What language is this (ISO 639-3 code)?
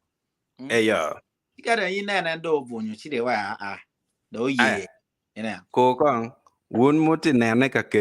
ach